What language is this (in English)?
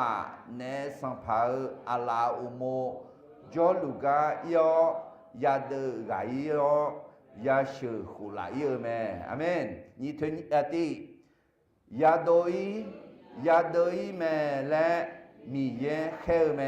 Akha